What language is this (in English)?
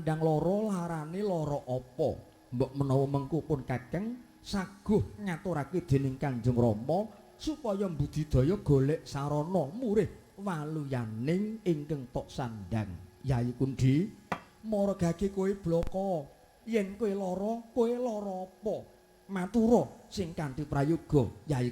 Javanese